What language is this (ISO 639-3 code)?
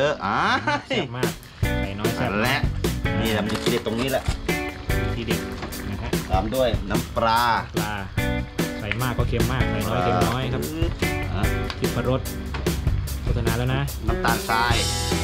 tha